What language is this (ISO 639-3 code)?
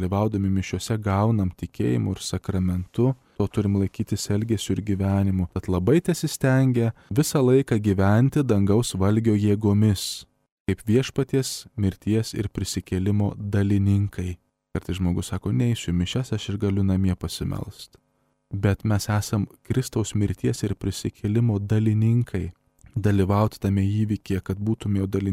lit